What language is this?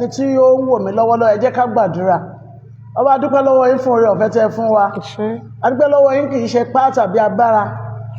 Yoruba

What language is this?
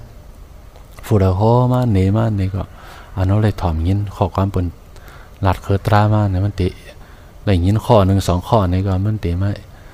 Shan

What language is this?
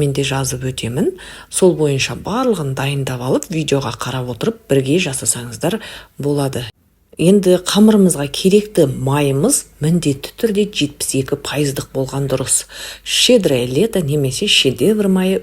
Kazakh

